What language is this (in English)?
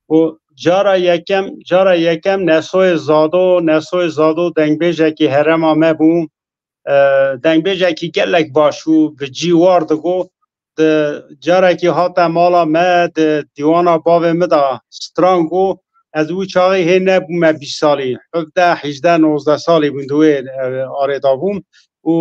Kurdish